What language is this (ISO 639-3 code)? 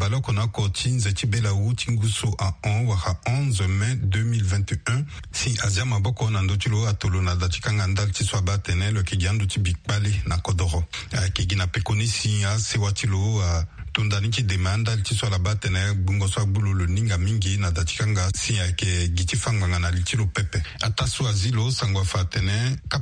sag